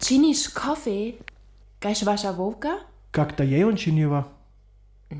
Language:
Upper Sorbian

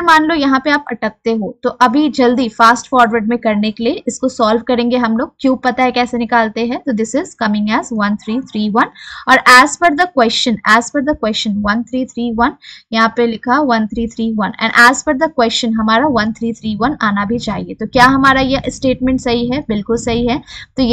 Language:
Hindi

